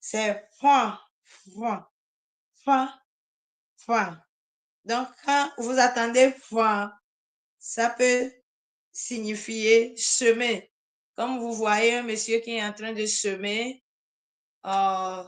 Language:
Ewe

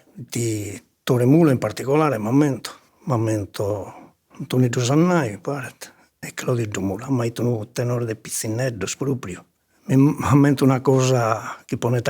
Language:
Sardinian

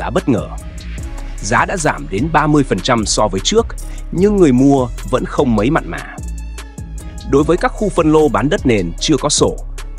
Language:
Vietnamese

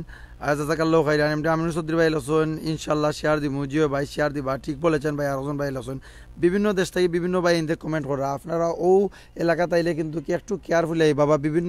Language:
Sylheti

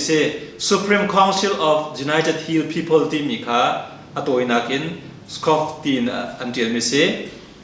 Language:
Hakha Chin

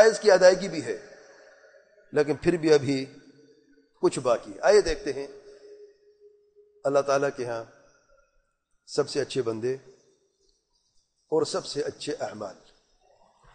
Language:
Urdu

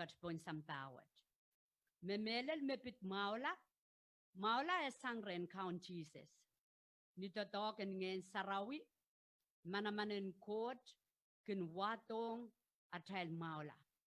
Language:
Pohnpeian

